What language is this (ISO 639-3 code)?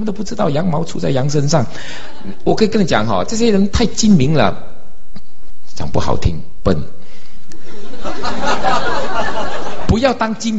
zho